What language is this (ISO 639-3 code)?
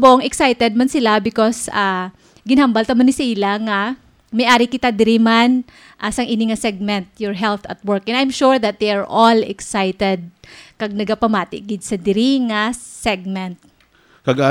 hil